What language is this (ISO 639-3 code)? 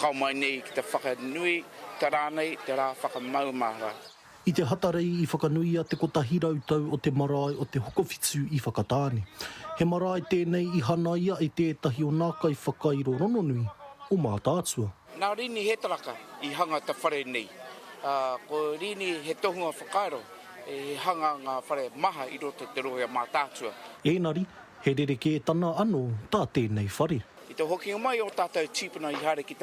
mri